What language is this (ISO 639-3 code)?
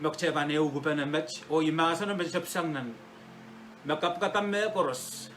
pon